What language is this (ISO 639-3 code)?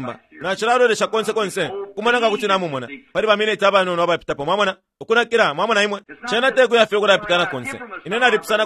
bem